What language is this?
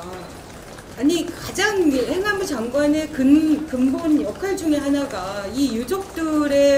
Korean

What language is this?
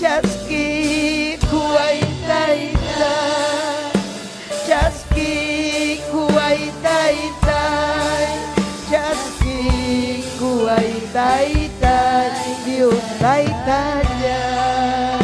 Ayacucho Quechua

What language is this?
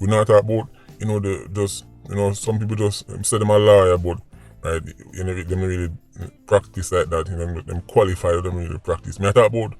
Jamaican Creole English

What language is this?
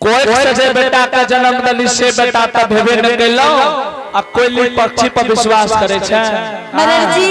Angika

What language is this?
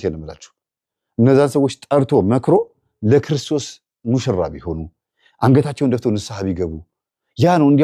Amharic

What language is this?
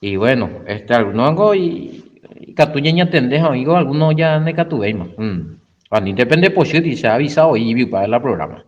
Guarani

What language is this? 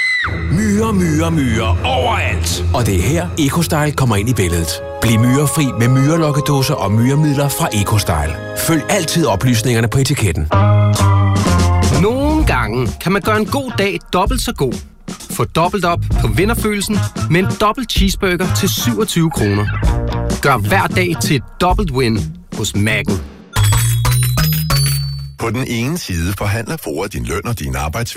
Danish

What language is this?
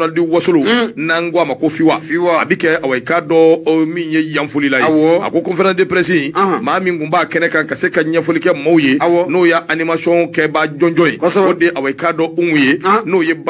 Bambara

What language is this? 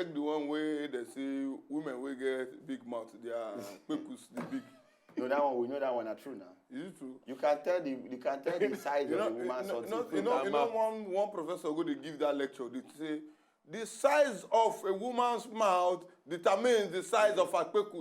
Nigerian Pidgin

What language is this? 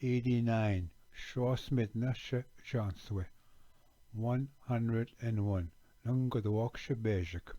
Ojibwa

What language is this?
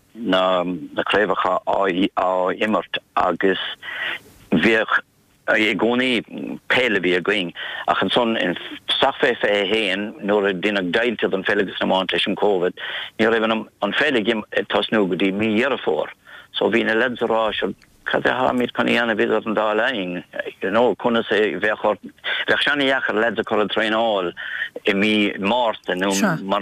Irish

